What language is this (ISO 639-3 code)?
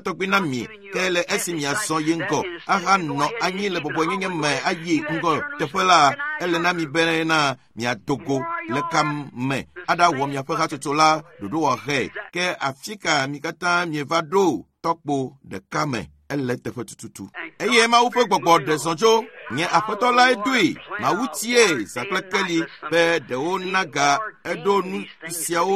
ewe